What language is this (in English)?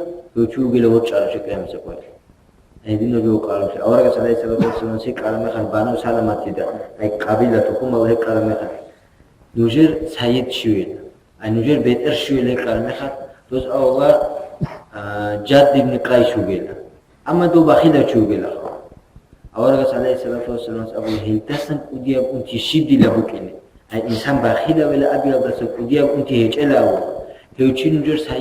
Avaric